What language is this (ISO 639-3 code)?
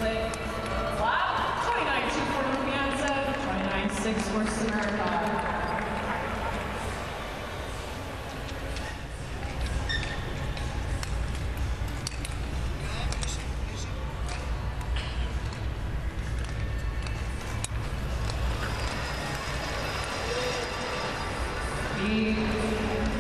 eng